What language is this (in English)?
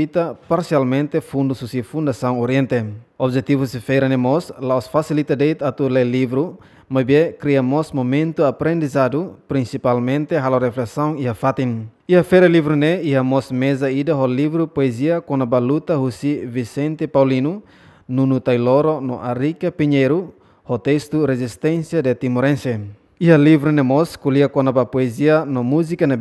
Tetum